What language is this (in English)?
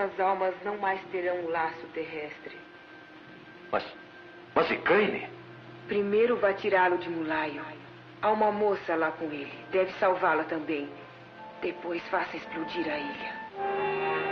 Portuguese